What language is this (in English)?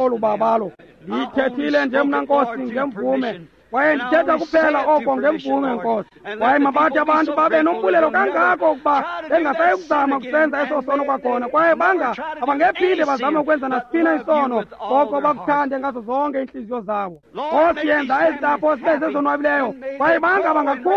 Xhosa